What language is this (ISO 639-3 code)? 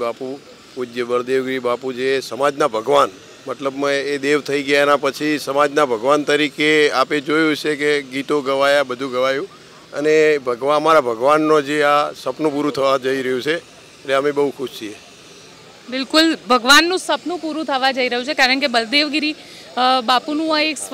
guj